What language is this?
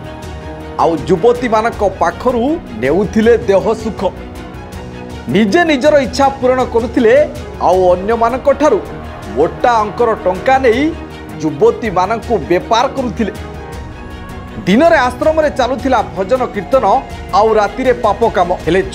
Odia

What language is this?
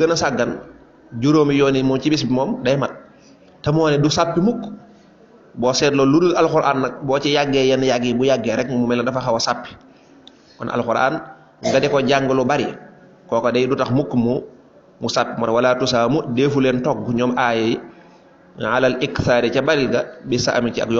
Wolof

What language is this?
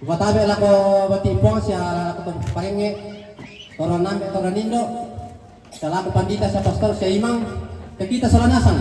Toraja-Sa'dan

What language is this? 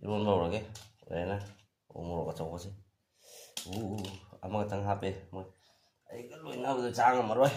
Manipuri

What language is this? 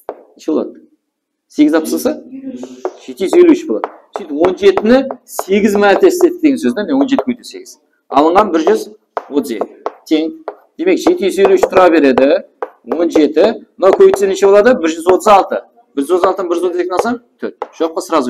Kara-Kalpak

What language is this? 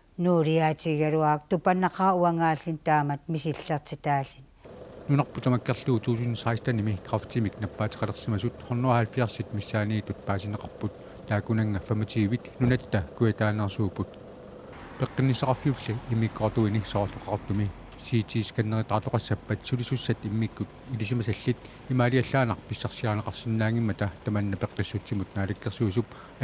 Kalaallisut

